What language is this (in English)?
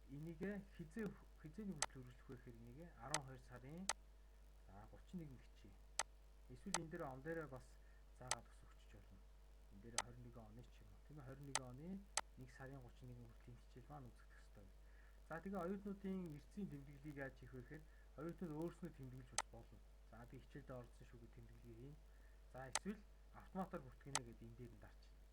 Mongolian